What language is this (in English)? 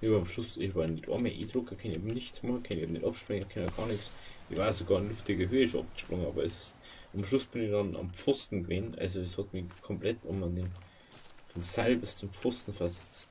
Bavarian